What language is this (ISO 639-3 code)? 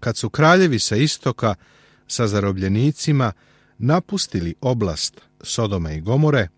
srp